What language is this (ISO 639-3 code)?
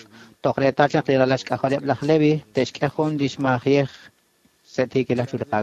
kek